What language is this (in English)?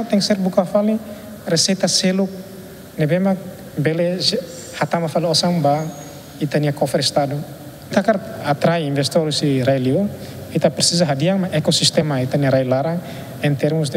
Tetum